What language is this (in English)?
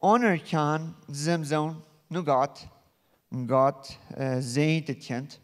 Plautdietsch